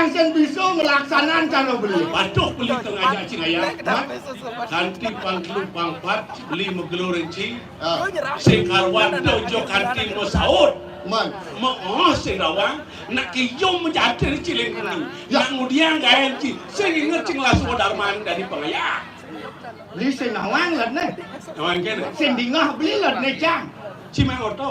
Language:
Balinese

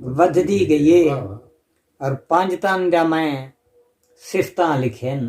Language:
Saraiki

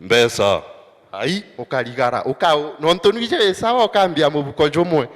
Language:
Meru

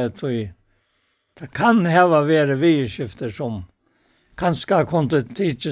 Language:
Faroese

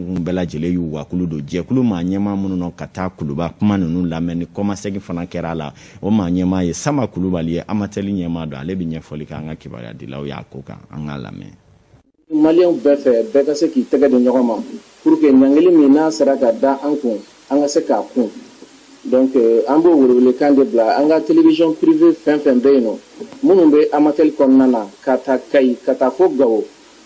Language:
Bambara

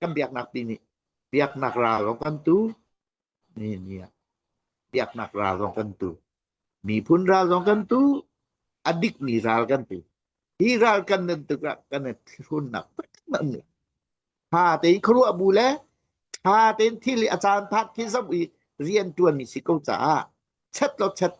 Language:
Hakha Chin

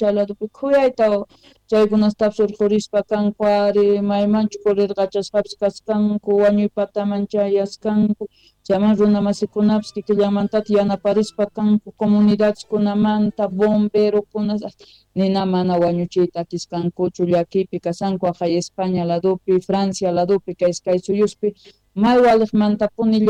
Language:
Quechua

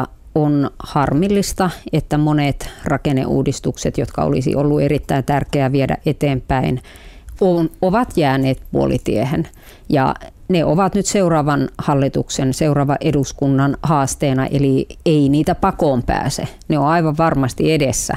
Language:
Finnish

